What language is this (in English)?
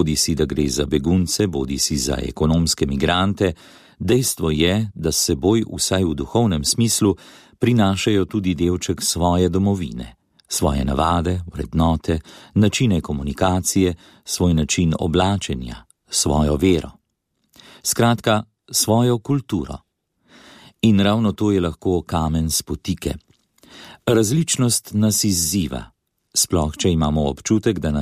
Slovenian